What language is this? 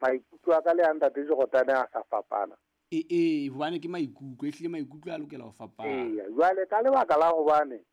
Southern Sotho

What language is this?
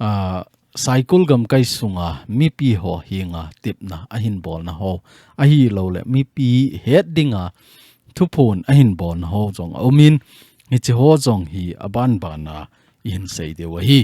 Thado Chin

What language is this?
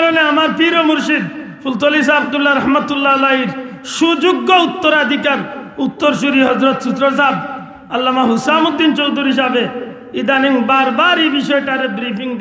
Sylheti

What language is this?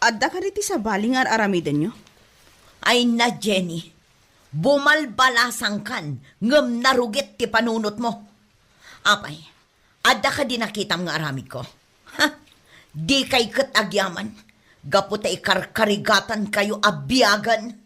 Iloko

